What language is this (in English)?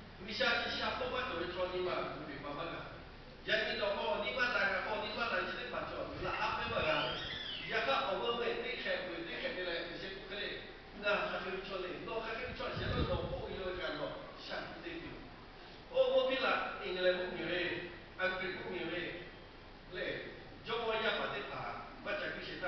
Lahu